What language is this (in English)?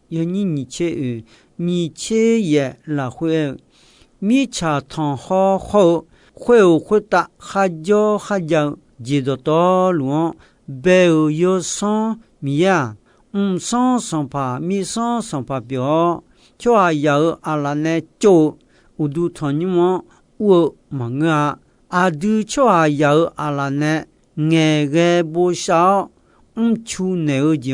Akha